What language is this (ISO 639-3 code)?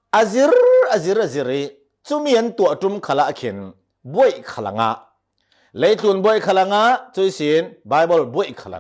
cfm